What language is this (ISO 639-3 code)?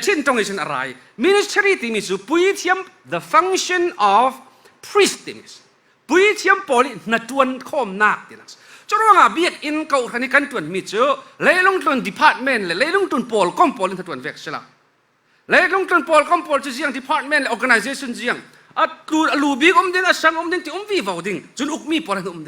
cfm